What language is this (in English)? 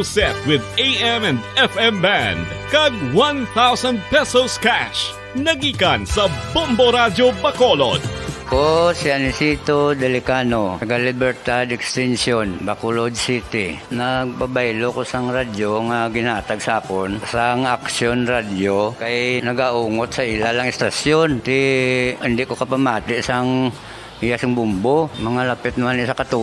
Hiligaynon